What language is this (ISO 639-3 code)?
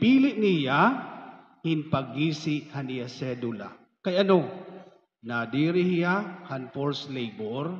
war